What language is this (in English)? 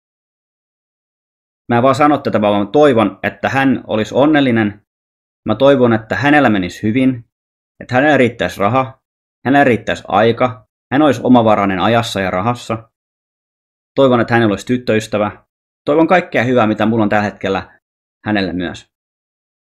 Finnish